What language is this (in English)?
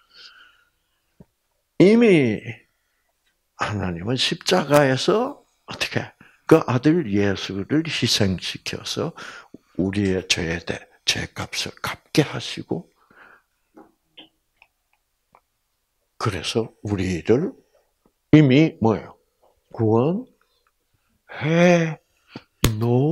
Korean